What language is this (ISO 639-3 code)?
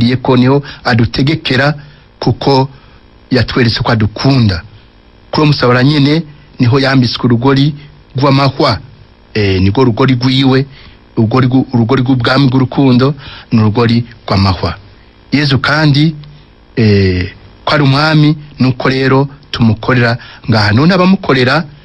run